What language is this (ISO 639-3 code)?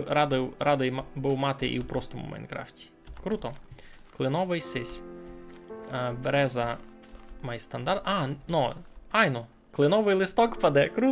rue